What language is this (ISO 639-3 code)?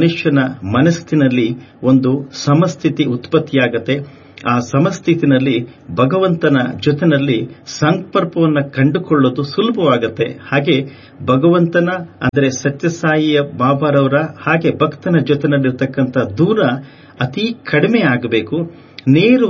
kan